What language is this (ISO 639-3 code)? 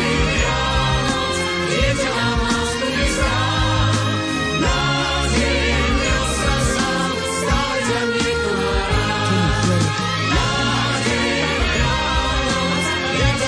slk